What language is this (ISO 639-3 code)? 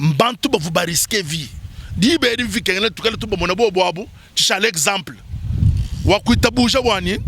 lua